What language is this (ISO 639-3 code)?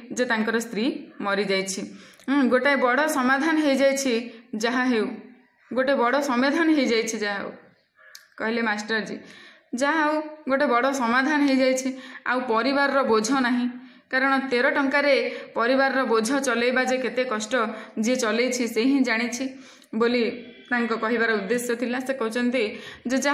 ori